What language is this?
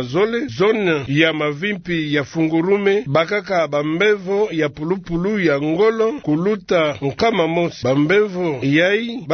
Kituba (Democratic Republic of Congo)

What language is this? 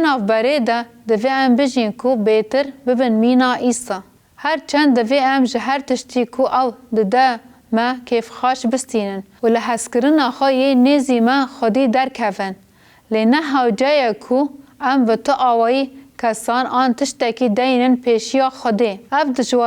Kurdish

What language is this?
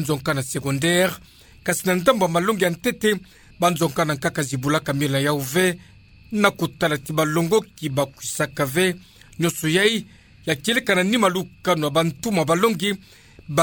Kituba (Democratic Republic of Congo)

